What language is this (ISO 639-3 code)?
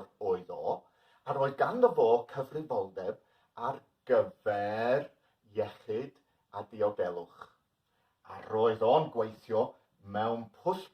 cym